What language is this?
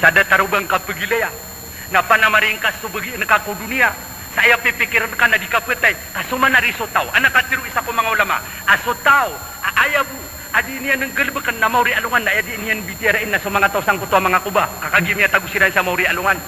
Maranao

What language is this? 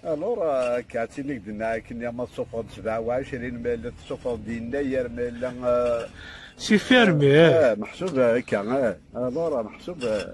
Kabyle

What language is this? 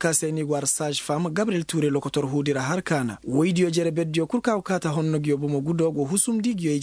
Koyraboro Senni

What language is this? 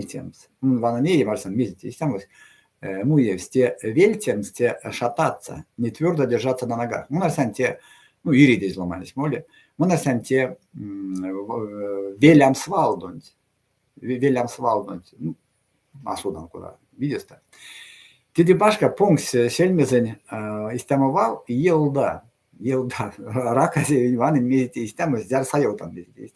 Erzya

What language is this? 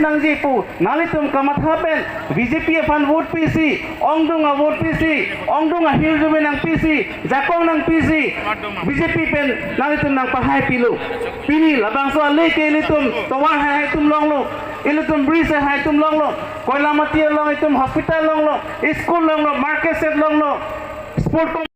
Karbi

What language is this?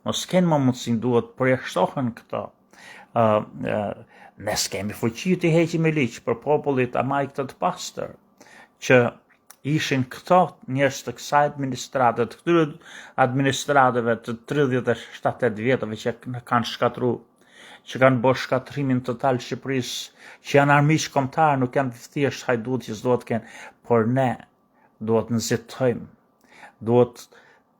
Albanian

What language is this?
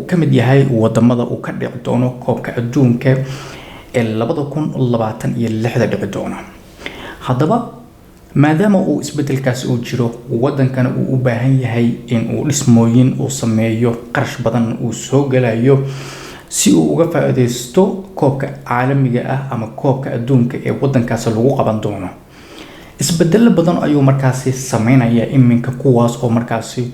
Somali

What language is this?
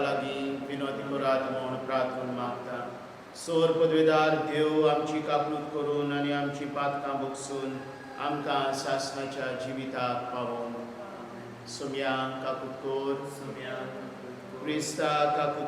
Konkani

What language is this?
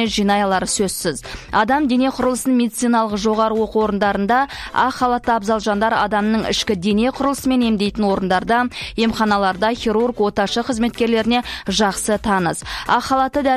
Kazakh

